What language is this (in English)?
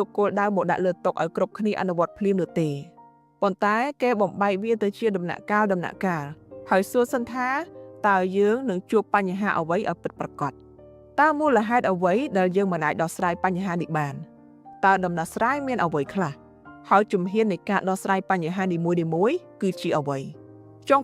Khmer